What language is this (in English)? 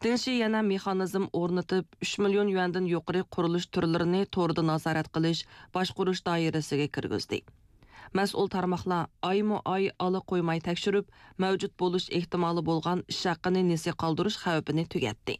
Uyghur